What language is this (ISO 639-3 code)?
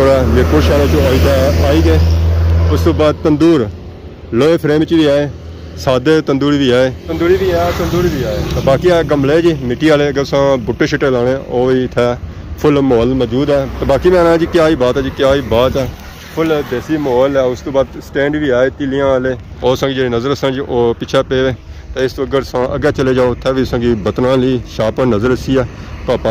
phr